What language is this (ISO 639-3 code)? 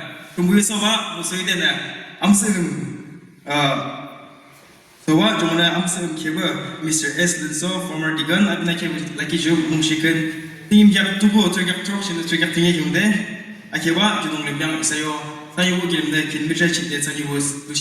yim